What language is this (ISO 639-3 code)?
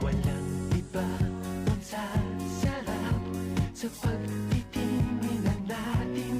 bik